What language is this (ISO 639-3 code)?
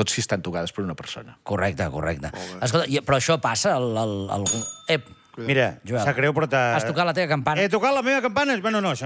cat